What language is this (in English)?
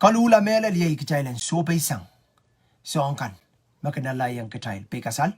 Pohnpeian